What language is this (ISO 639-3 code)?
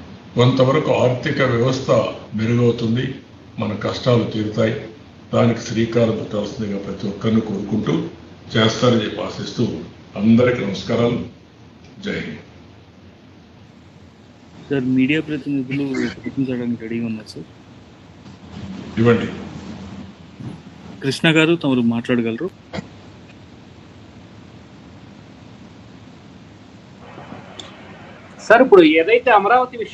tel